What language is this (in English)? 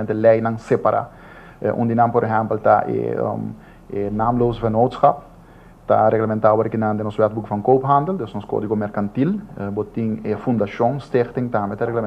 Papiamento